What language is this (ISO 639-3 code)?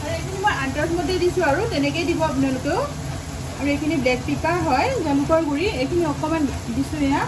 asm